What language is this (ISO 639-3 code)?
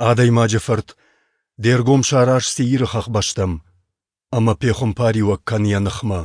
oss